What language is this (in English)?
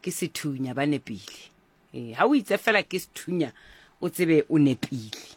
Southern Sotho